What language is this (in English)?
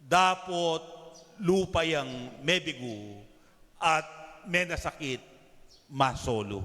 Pampanga